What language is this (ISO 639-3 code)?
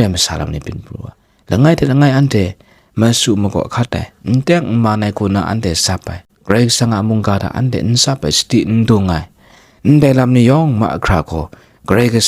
kac